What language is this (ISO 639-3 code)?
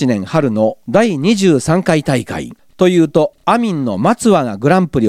jpn